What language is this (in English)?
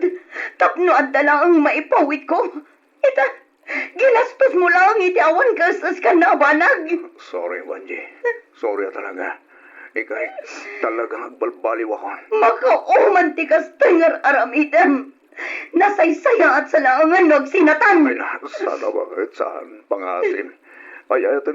Iloko